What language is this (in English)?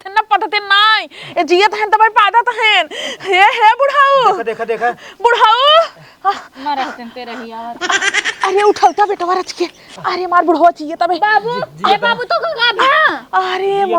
Awadhi